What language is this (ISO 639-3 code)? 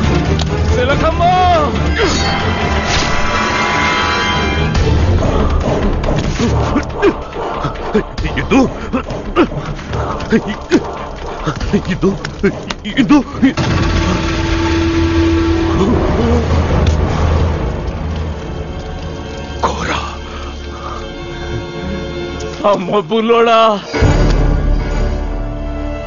tel